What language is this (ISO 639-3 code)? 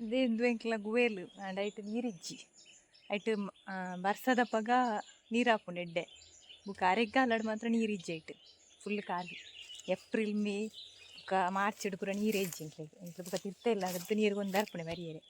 tcy